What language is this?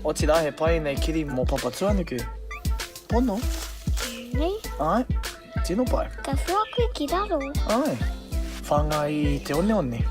Māori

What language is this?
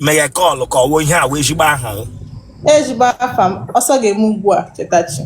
Igbo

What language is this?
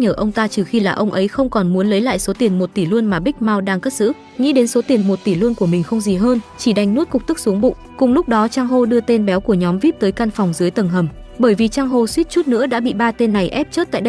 Vietnamese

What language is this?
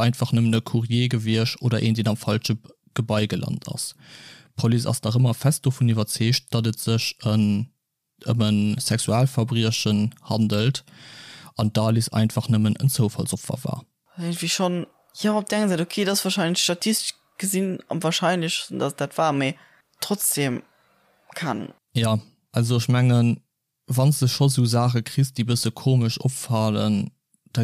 Luxembourgish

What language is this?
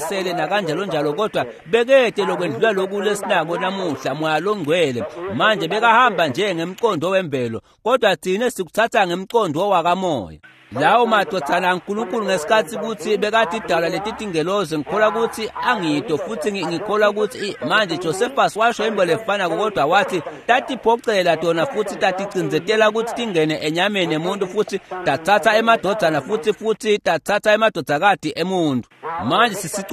Swati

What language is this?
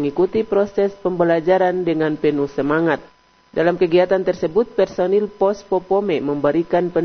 Indonesian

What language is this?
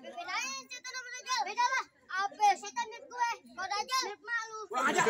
Betawi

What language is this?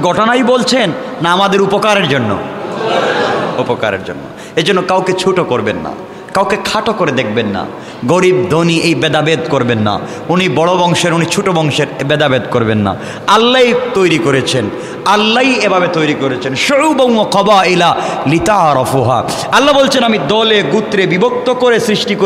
Bangla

